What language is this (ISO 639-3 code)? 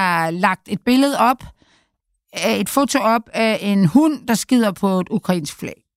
dan